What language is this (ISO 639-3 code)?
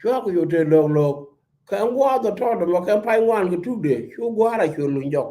nus